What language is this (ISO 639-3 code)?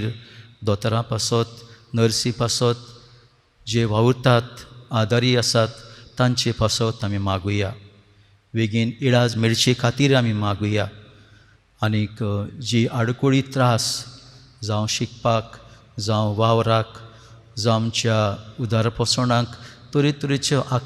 kok